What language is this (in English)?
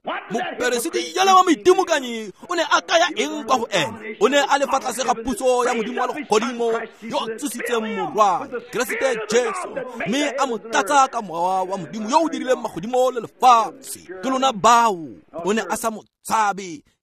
Tswana